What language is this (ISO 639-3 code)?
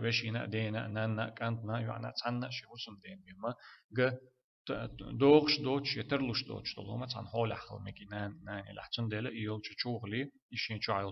che